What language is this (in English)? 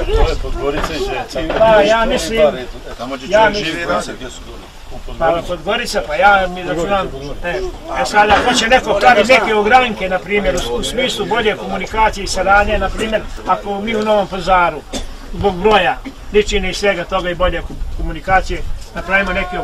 Bosnian